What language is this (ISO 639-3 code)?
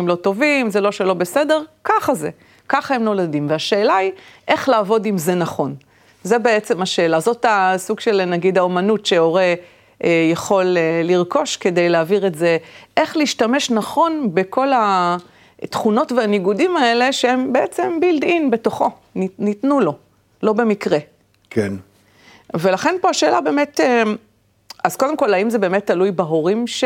heb